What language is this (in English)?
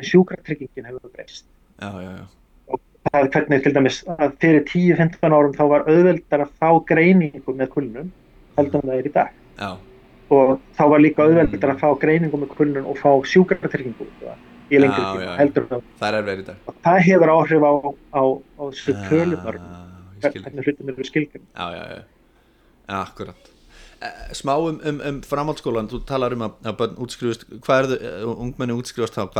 Icelandic